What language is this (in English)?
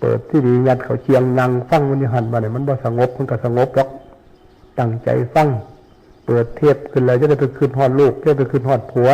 Northeastern Thai